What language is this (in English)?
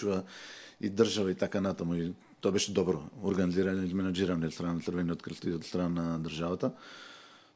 Macedonian